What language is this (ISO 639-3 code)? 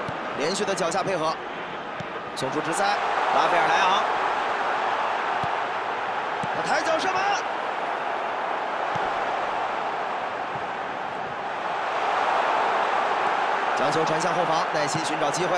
zho